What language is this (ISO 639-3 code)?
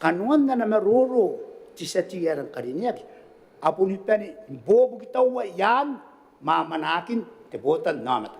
gil